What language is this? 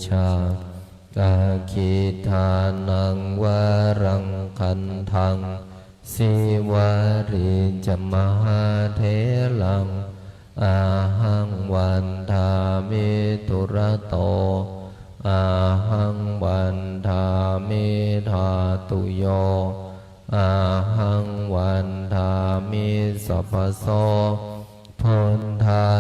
Pali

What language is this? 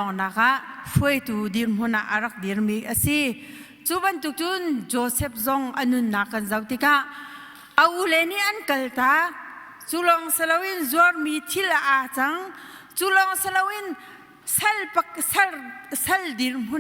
Hakha Chin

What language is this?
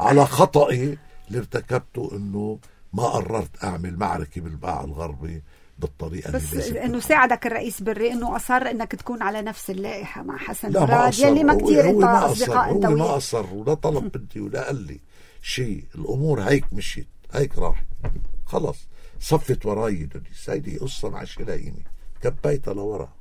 North Levantine Arabic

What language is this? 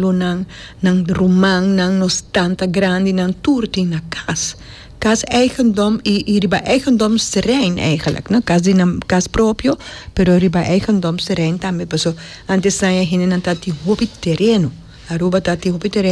Papiamento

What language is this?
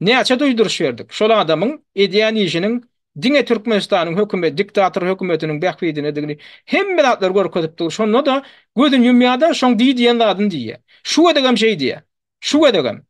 Turkmen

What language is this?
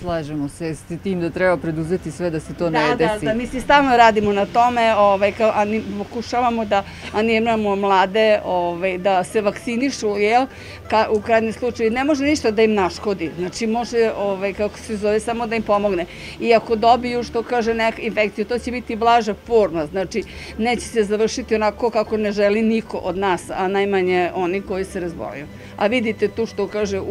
Serbian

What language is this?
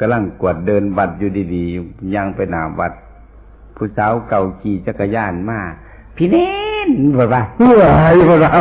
Northeastern Thai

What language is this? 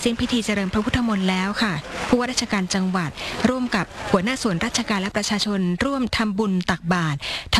Thai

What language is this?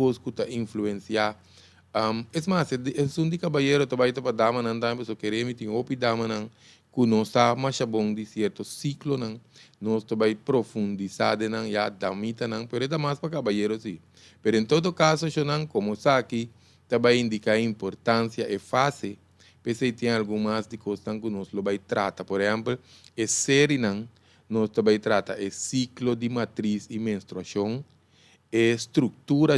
Papiamento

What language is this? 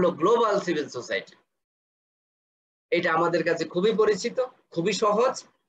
Bangla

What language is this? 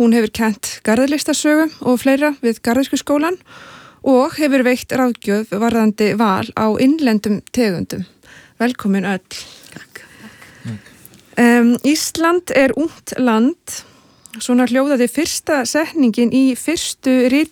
Icelandic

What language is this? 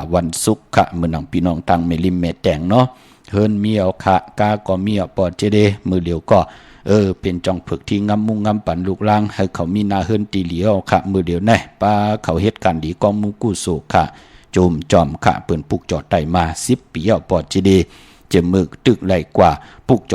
Shan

